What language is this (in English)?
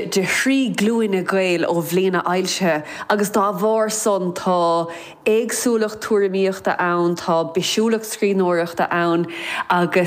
Irish